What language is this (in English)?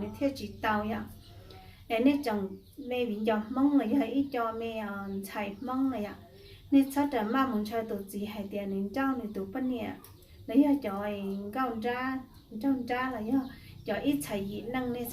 Hmong